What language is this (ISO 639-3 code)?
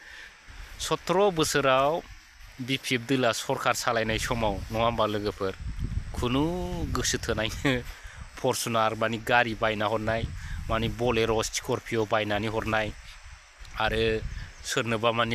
brx